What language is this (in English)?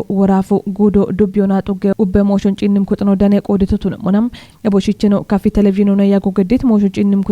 Kafa